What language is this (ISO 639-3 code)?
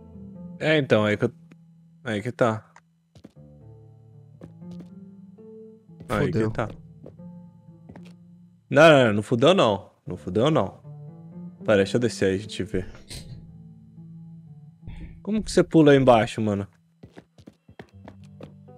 por